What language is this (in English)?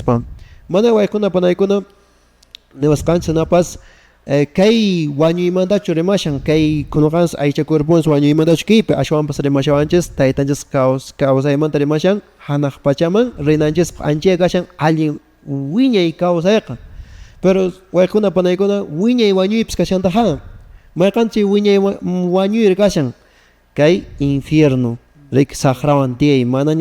Quechua